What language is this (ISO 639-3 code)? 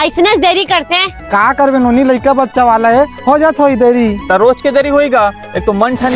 hne